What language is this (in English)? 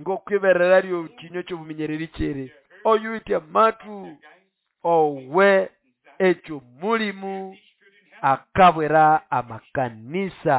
Nande